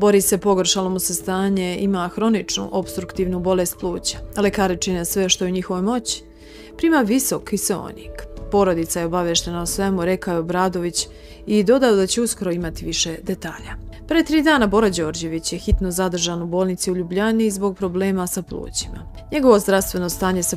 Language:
Serbian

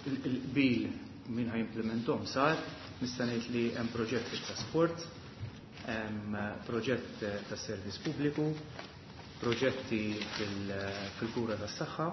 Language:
Maltese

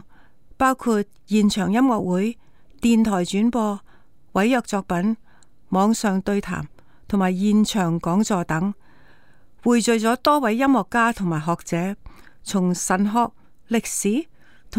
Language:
Cantonese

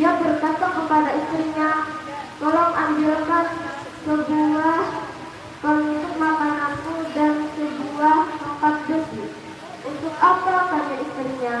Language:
Banjar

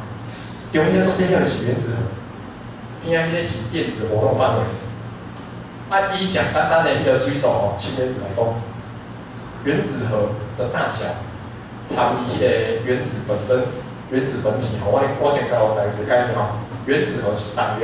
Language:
Min Nan Chinese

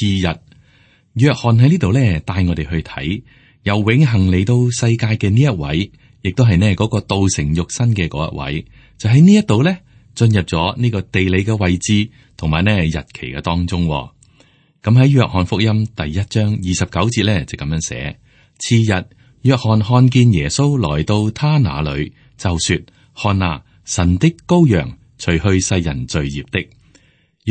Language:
Cantonese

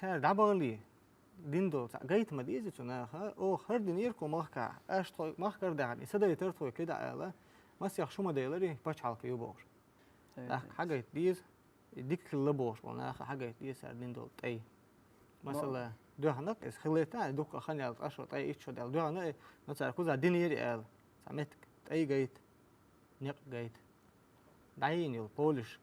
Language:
Chechen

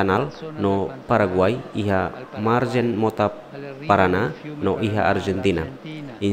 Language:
Tetum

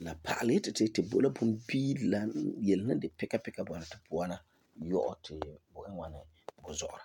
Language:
Frafra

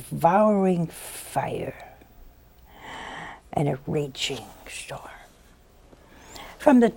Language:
English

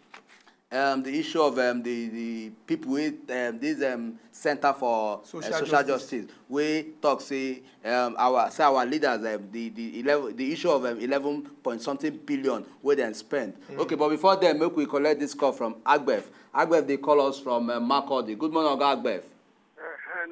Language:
Nigerian Pidgin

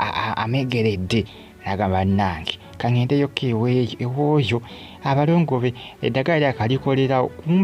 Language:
Ganda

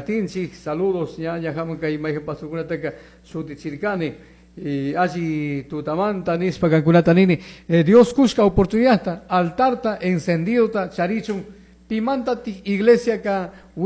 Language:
Chimborazo Highland Quichua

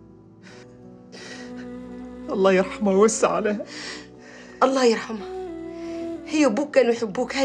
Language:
Libyan Arabic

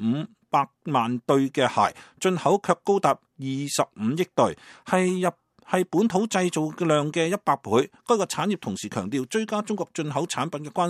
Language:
Cantonese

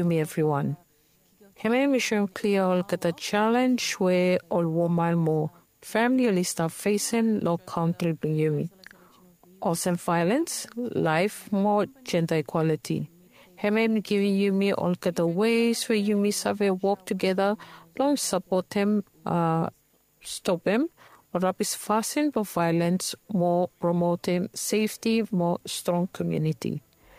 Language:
Bislama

